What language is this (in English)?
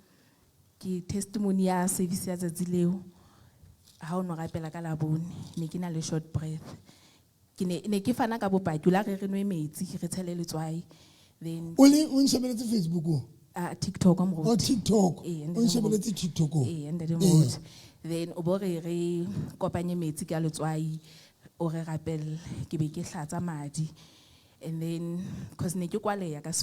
Southern Sotho